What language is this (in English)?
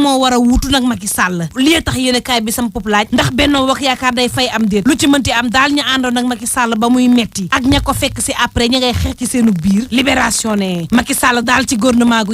Wolof